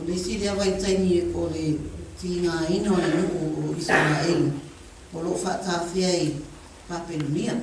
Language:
Samoan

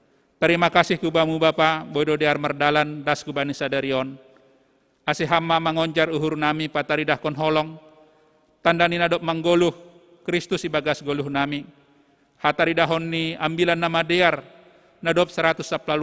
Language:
Batak Simalungun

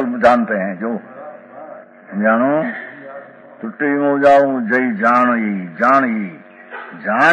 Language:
Gujarati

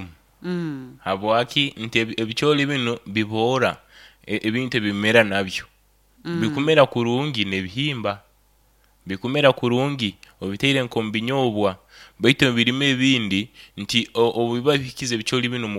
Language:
Nyoro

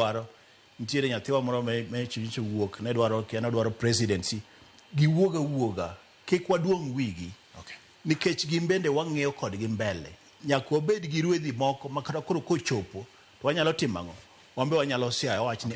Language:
Luo (Kenya and Tanzania)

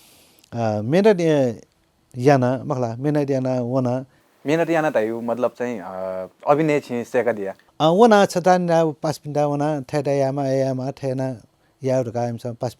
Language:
Newari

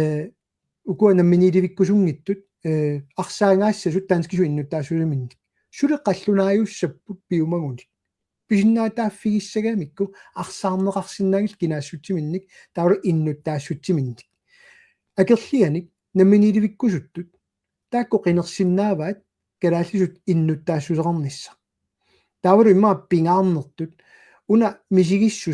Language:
Kalaallisut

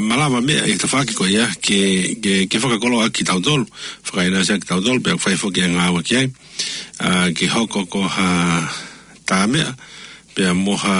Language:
Tongan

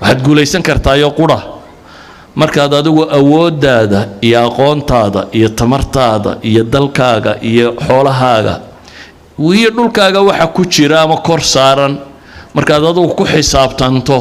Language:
Somali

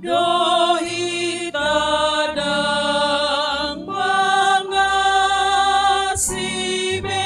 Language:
Batak Toba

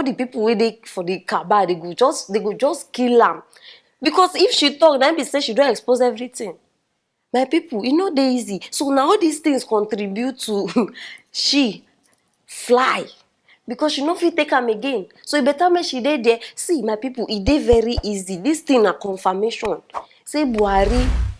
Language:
Nigerian Pidgin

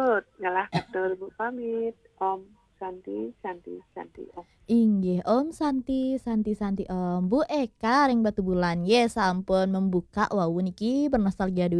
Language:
Balinese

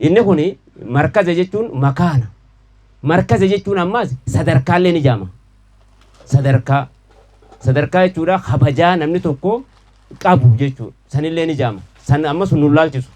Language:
Oromo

